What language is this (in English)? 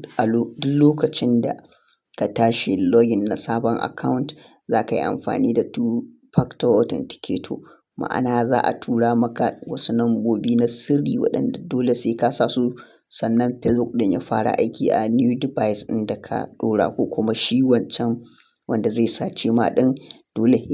Hausa